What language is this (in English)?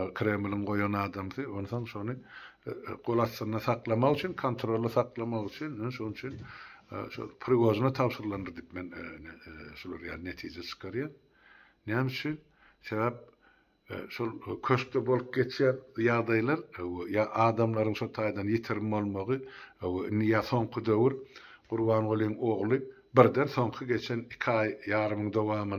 Turkmen